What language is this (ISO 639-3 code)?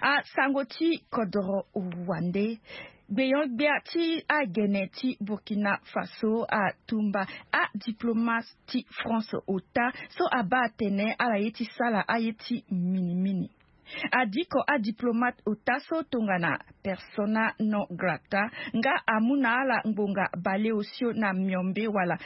sag